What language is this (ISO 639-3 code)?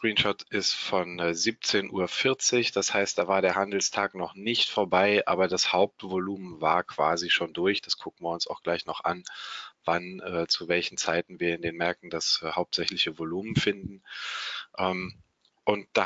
deu